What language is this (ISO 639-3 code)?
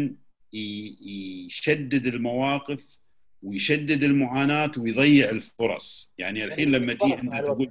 afb